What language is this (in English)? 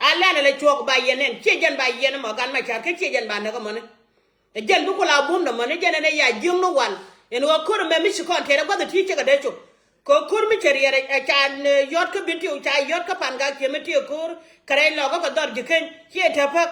Nuer